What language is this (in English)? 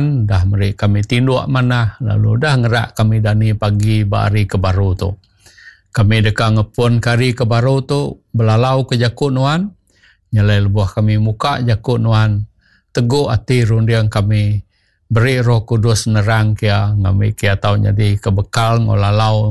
Iban